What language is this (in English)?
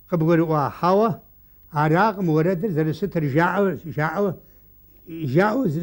Kabardian